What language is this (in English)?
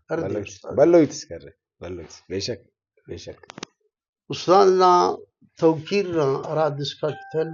Brahui